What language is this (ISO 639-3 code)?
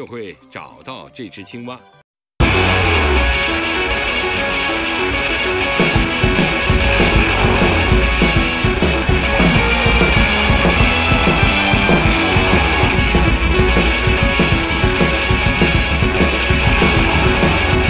zho